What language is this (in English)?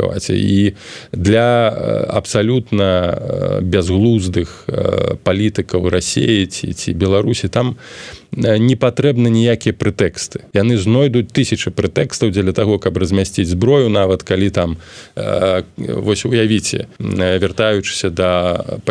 Belarusian